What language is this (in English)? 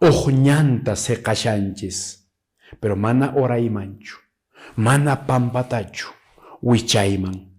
Quechua